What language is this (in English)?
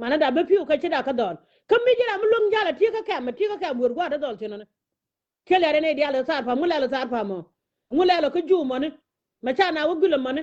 Nuer